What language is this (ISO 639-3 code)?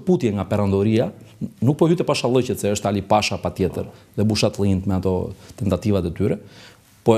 sqi